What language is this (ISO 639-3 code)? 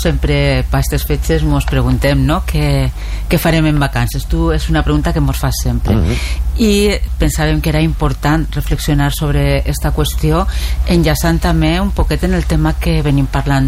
cat